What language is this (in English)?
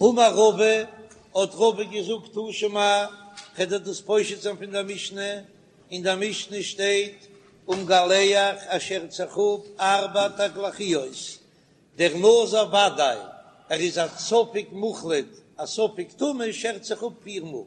Yiddish